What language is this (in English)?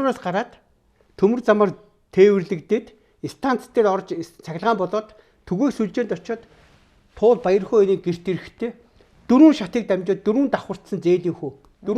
Mongolian